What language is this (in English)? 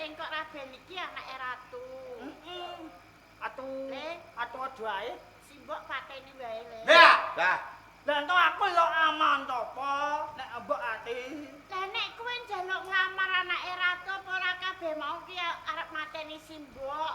Javanese